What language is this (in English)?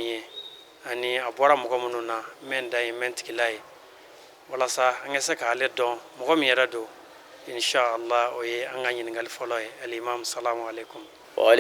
Bambara